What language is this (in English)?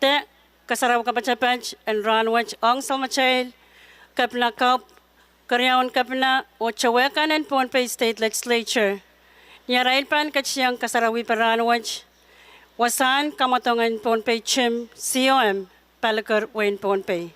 Pohnpeian